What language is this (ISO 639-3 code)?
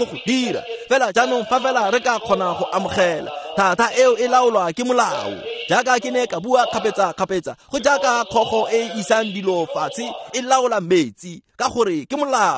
tsn